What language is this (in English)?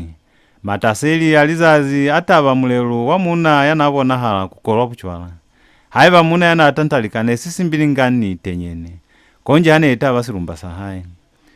Lozi